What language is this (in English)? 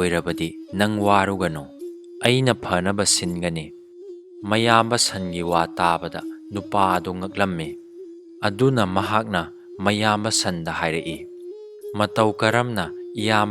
Manipuri